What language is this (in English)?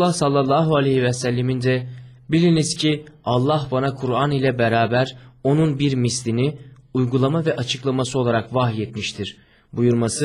Turkish